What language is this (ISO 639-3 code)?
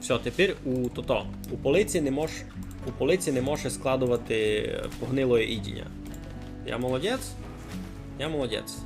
rue